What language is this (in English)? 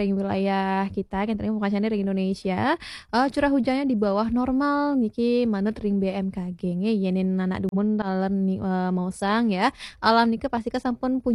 Balinese